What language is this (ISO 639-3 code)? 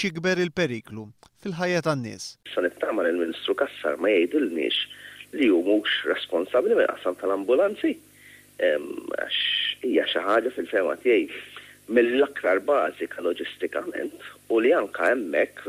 mlt